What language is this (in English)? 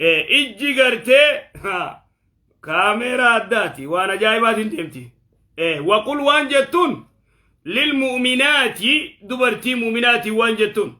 Oromo